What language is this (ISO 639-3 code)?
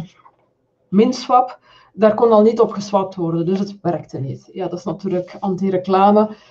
nld